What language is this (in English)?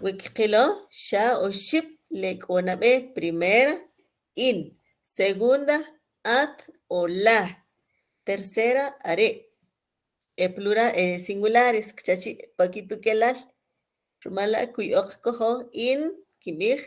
Kʼicheʼ